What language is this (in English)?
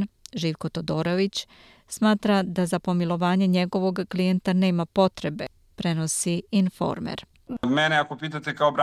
Serbian